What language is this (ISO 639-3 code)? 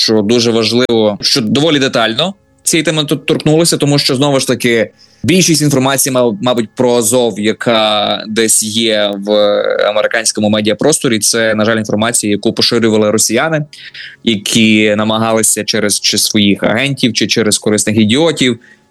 ukr